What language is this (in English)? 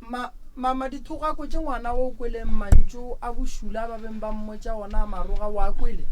Northern Sotho